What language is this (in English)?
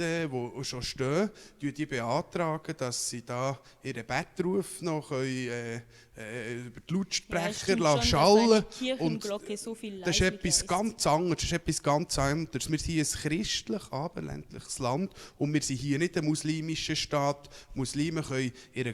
Swiss German